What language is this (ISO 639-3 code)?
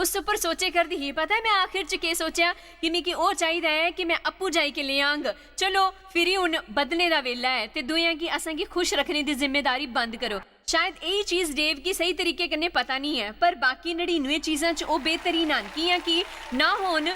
doi